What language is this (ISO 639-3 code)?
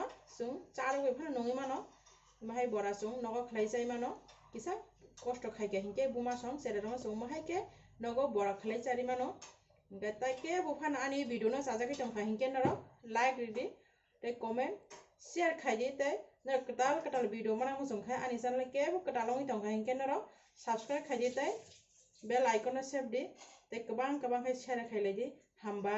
trp